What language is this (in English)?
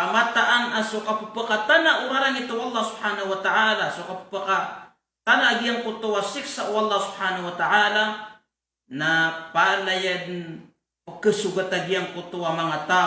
Maranao